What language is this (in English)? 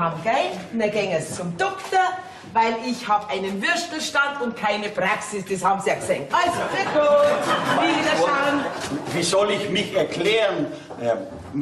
Bavarian